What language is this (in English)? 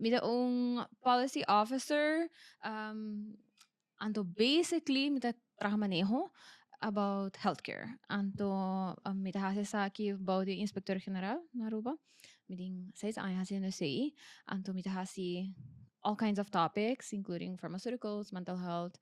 Papiamento